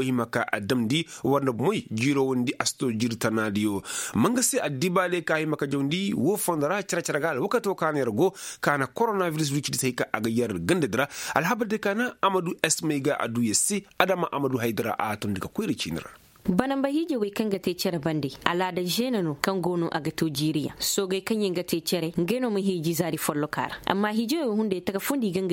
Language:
Koyraboro Senni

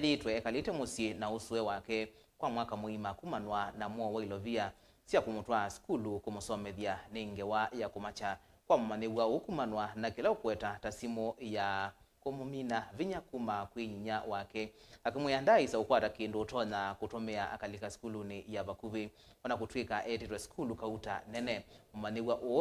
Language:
Kamba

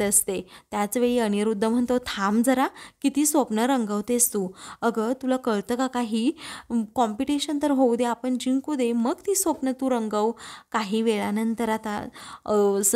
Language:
Marathi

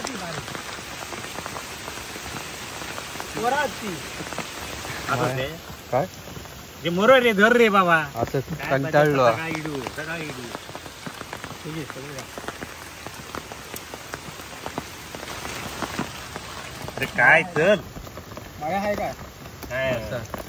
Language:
Marathi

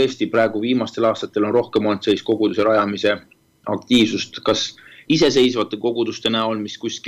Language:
Estonian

